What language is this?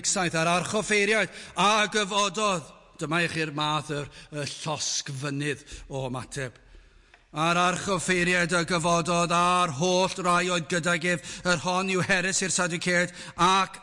Welsh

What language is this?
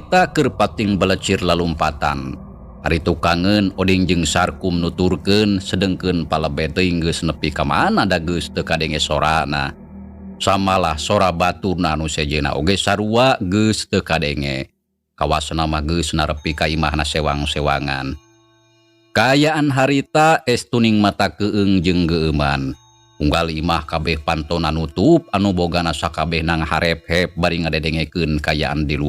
Sundanese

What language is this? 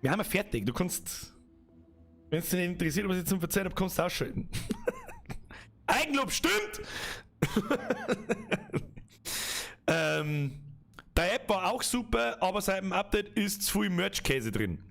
Bavarian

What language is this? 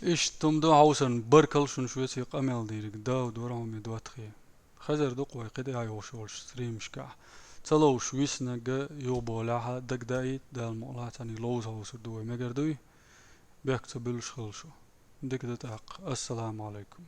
Chechen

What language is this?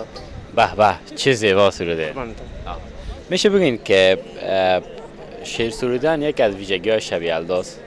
Persian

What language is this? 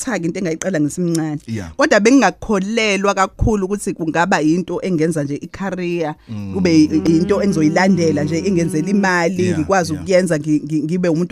Zulu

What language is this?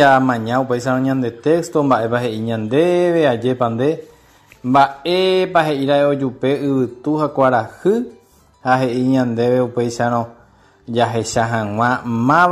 Guarani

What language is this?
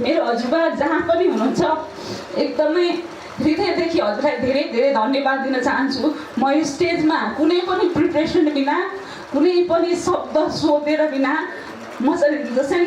Nepali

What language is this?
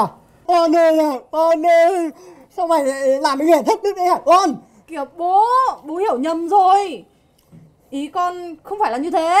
Vietnamese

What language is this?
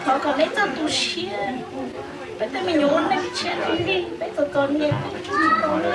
Hmong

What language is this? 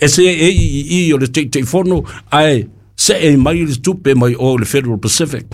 Samoan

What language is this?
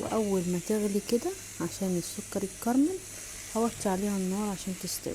Egyptian Arabic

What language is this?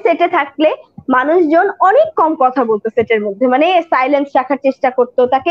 Bangla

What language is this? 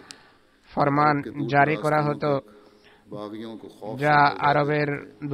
Bangla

